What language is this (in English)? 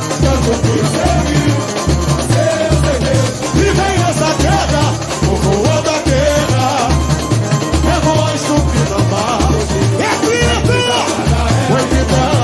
Portuguese